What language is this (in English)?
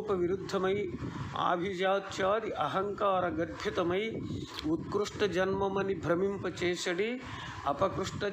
Telugu